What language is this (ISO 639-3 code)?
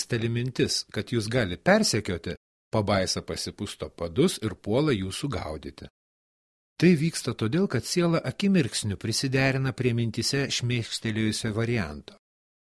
lit